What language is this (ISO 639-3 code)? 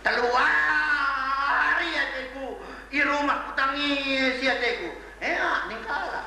btx